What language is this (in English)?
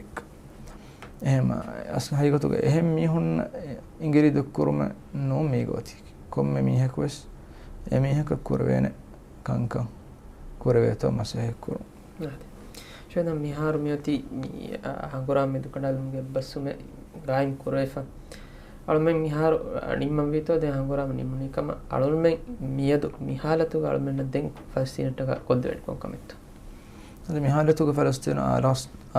Divehi